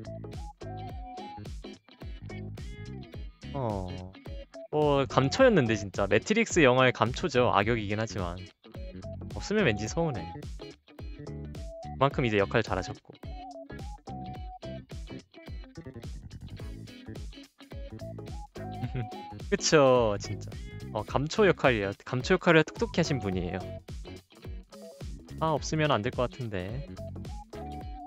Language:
Korean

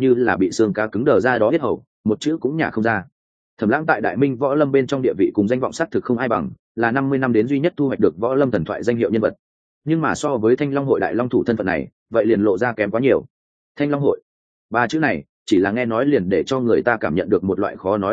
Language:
Vietnamese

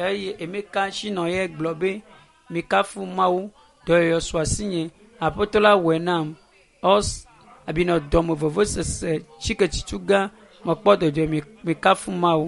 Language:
Ewe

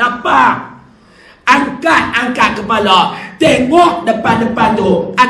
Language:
Malay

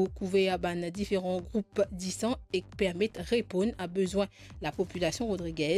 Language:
Morisyen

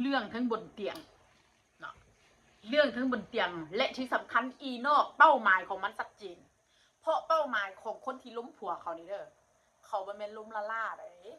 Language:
Northeastern Thai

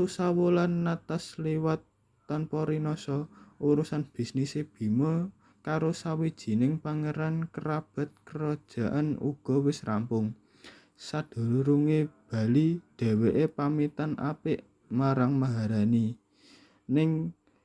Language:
Javanese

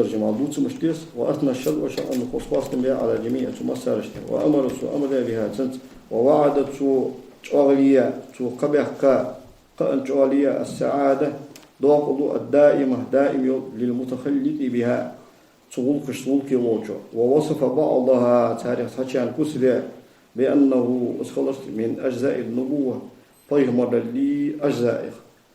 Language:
Ingush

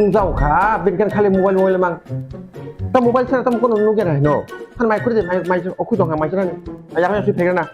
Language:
Kok Borok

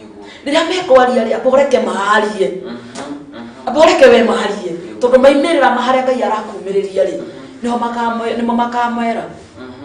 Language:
Kikuyu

